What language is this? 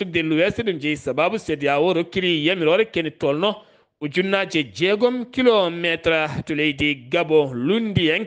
Fula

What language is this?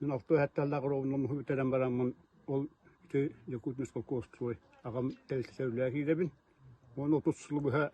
Yakut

